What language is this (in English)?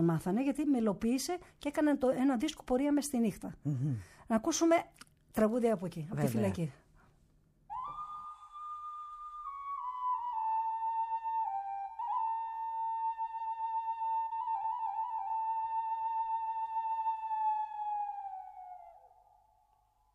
Greek